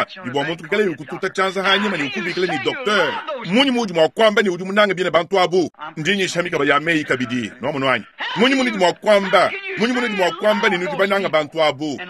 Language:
Luba-Lulua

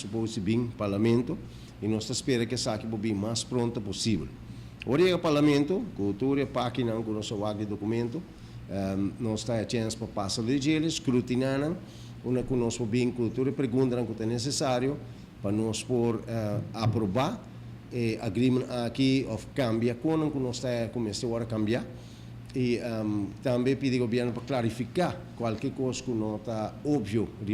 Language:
Papiamento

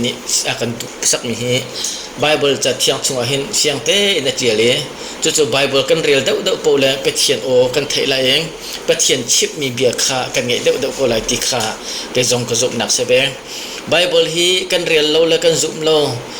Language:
Hakha Chin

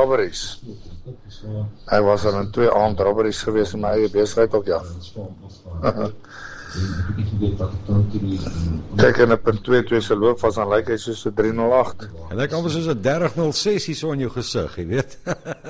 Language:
Afrikaans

